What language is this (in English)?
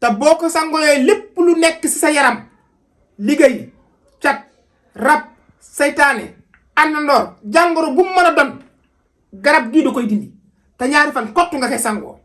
Wolof